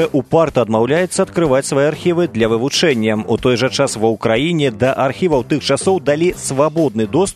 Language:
Belarusian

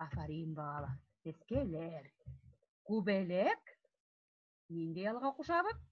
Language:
Bashkir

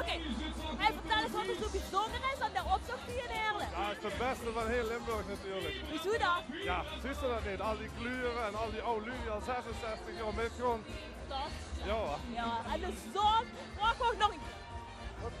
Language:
Limburgish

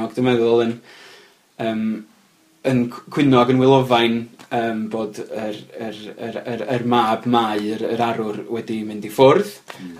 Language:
Welsh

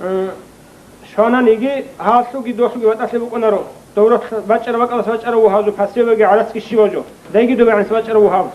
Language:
Avaric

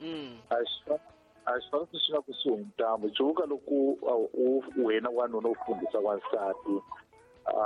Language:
Tsonga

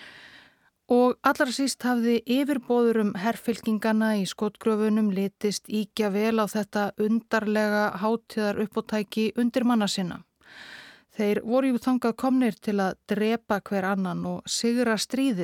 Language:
Icelandic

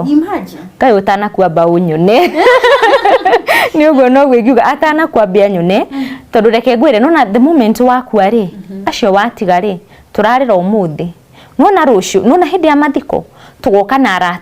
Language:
Kikuyu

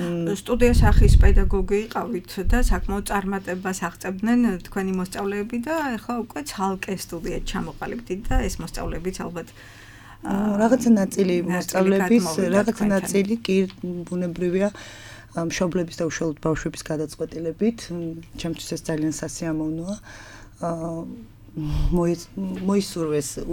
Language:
Georgian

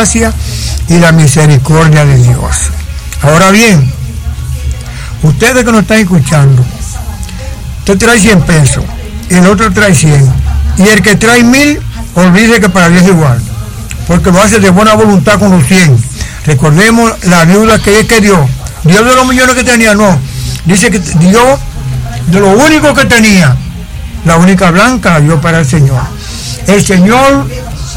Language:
Spanish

